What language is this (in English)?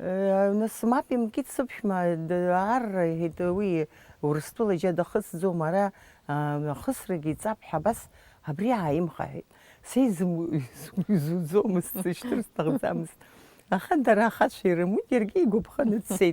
Abkhazian